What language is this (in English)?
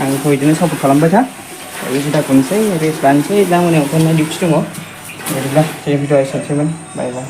Bodo